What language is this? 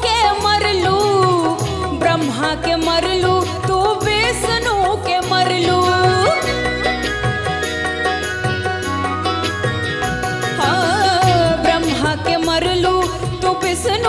Bhojpuri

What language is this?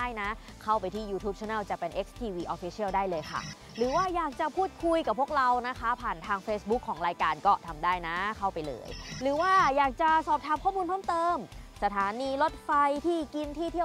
Thai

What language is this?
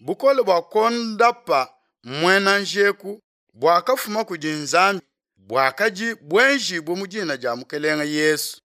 Luba-Lulua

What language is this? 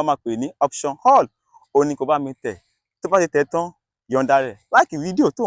Yoruba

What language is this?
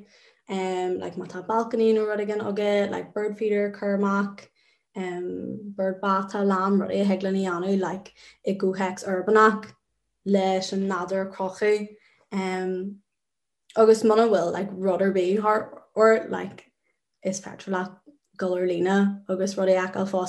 Irish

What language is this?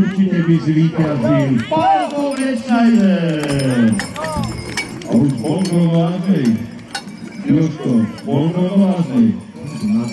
Slovak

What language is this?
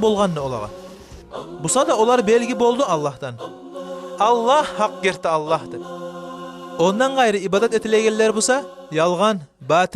Kumyk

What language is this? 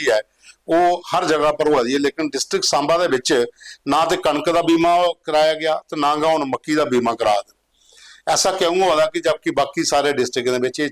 Dogri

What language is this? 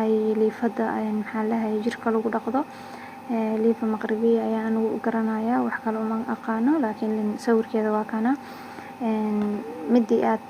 Somali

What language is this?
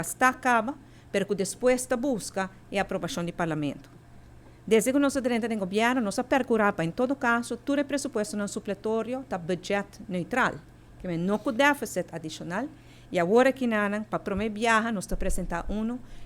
Papiamento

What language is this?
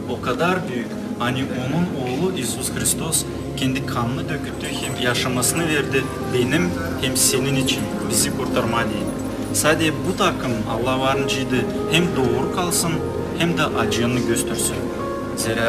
Gagauz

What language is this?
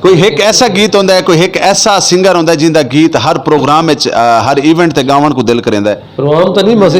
Saraiki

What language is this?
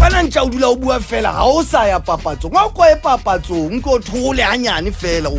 Southern Sotho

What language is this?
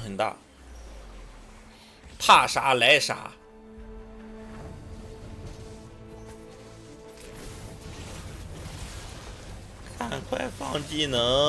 Chinese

